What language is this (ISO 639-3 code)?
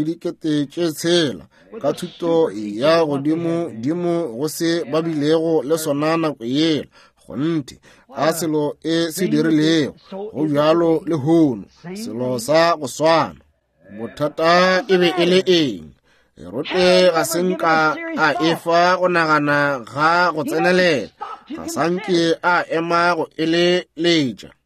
nso